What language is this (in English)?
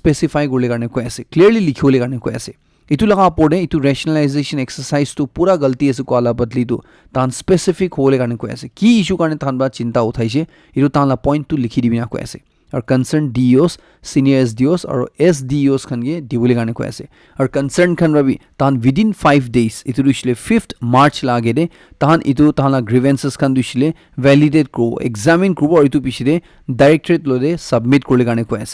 Naga Pidgin